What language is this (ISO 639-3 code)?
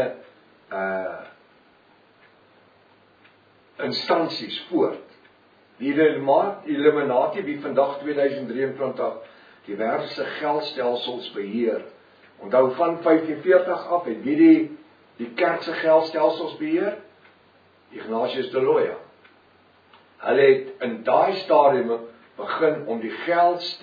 afr